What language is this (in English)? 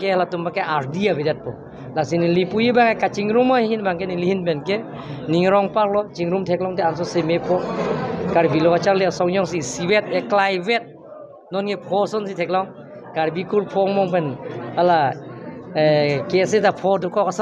Karbi